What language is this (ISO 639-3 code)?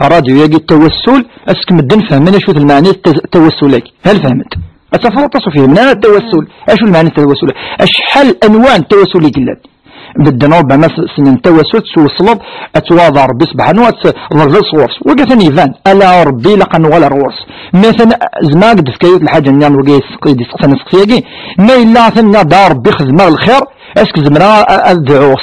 kab